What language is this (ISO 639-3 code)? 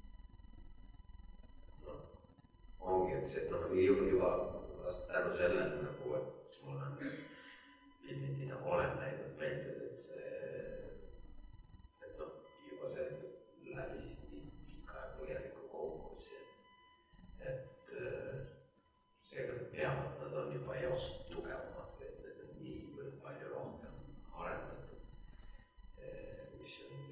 est